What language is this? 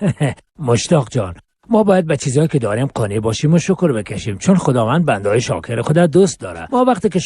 Persian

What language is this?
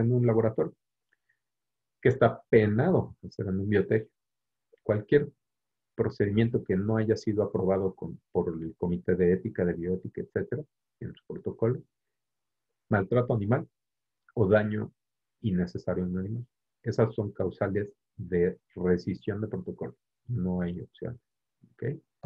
Spanish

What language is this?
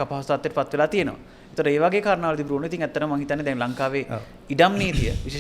Sinhala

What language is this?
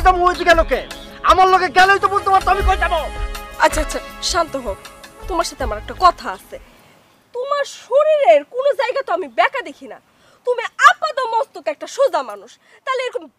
Bangla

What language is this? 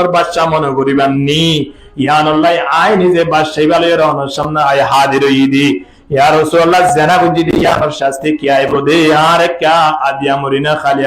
Rohingya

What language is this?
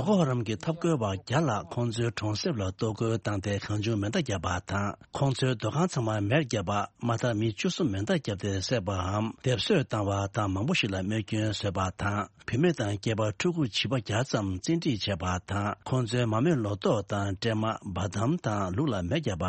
Tibetan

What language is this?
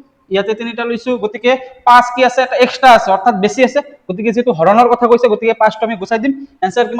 Assamese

